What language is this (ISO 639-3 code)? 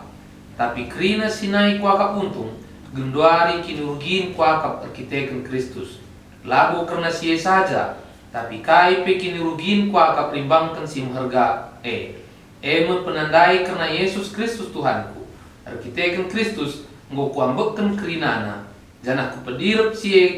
btx